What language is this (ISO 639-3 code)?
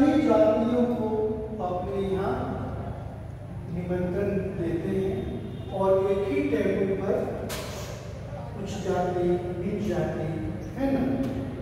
hin